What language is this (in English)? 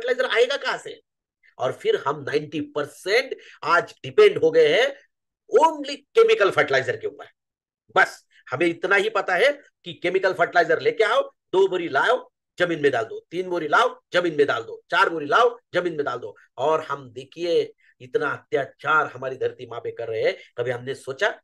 Hindi